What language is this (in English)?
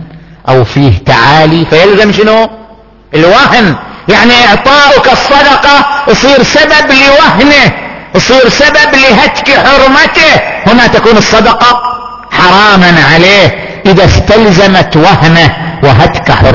Arabic